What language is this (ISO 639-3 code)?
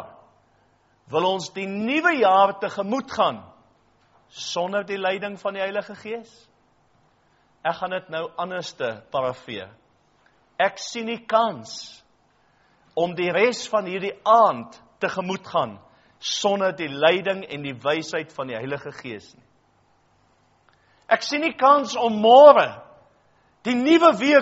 afr